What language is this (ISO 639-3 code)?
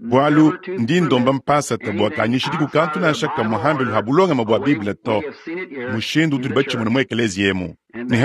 lua